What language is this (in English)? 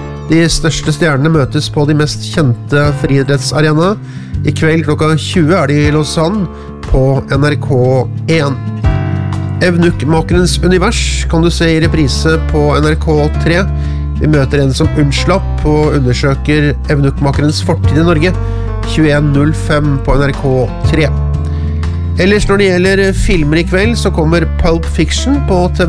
Norwegian